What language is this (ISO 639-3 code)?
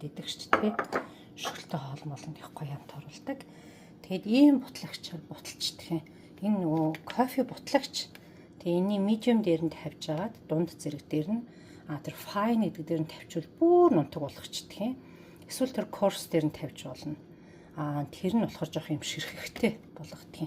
mon